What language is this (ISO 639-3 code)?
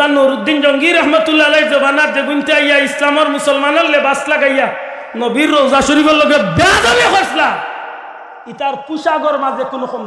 syl